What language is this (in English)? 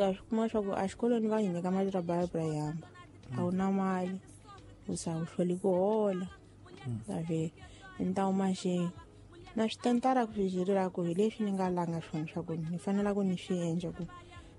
Tsonga